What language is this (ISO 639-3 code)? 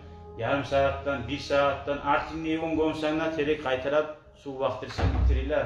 kum